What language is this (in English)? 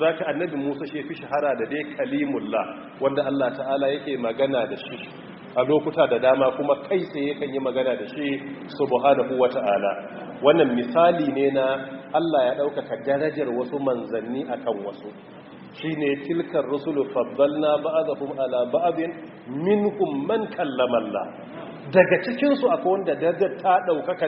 Hausa